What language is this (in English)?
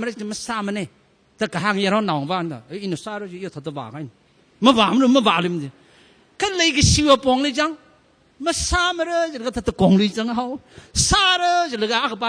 Tangkhul Naga (India)